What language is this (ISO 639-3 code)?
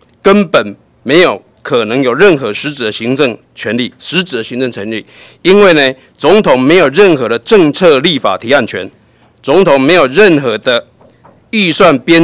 zho